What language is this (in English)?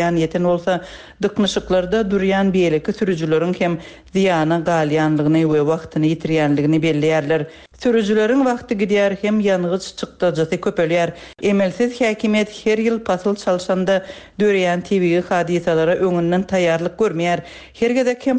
Turkmen